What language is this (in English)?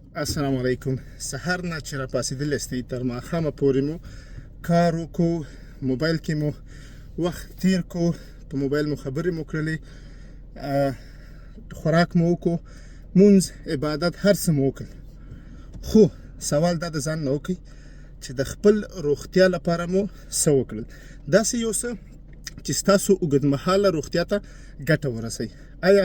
Pashto